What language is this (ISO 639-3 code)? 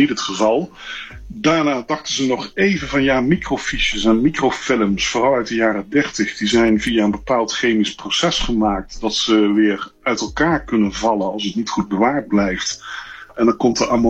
nld